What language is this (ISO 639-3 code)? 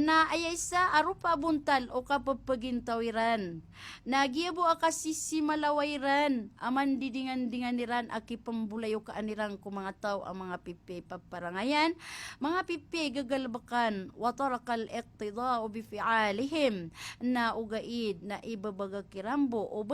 mrw